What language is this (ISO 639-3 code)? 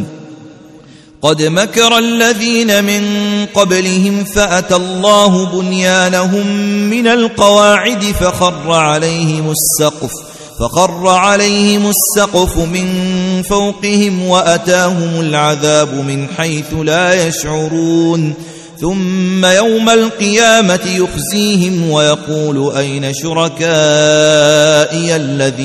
ara